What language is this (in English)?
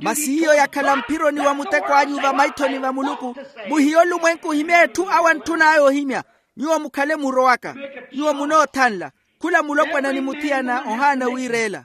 Makhuwa